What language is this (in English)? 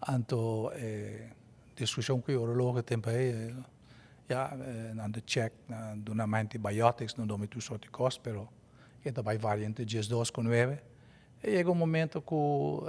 Papiamento